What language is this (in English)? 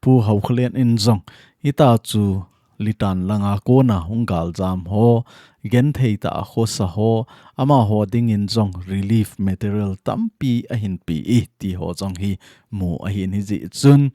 Thado Chin